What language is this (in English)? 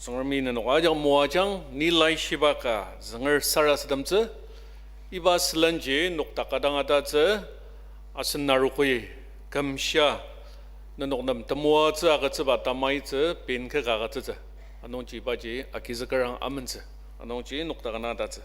Ao Naga